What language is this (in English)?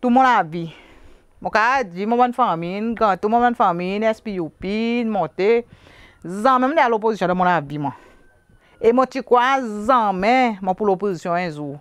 Seselwa Creole French